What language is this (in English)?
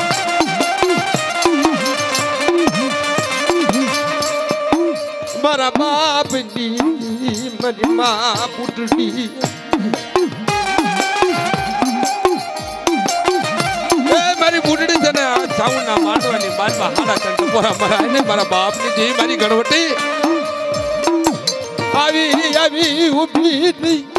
Gujarati